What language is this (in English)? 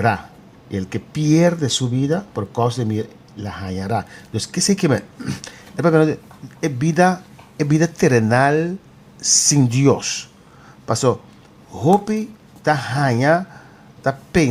Papiamento